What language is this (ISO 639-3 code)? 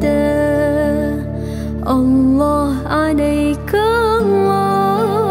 ara